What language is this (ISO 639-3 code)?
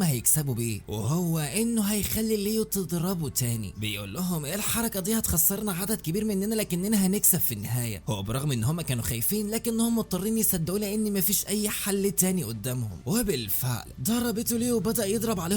arz